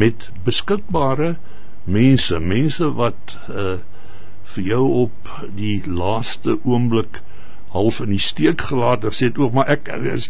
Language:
Afrikaans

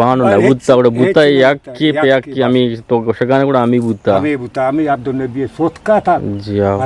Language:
Eastern Balochi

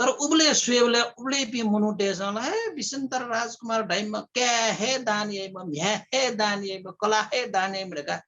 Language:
Newari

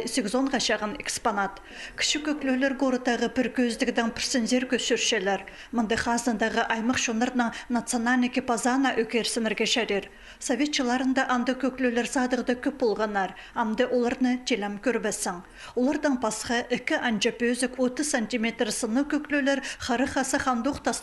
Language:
Khakas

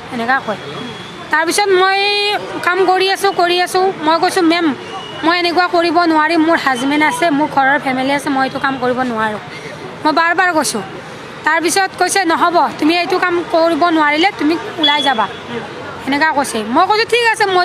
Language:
Assamese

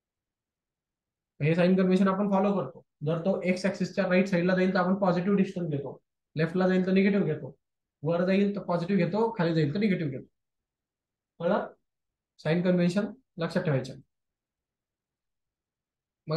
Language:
Marathi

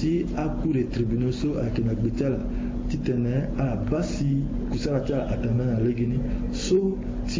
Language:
Sango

